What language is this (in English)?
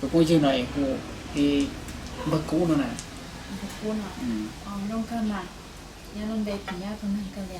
Hmong